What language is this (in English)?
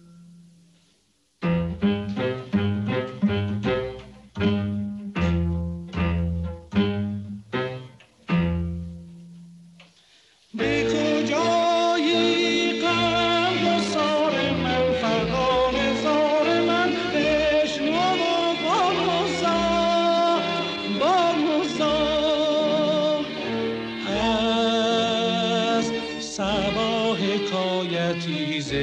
Persian